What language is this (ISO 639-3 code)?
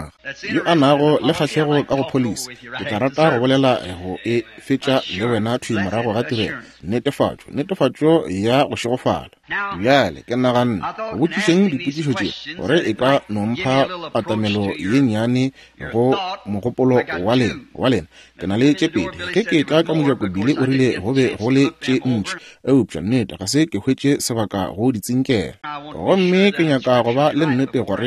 nso